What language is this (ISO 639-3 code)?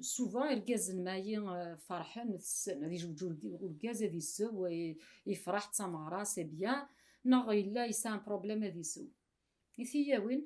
kab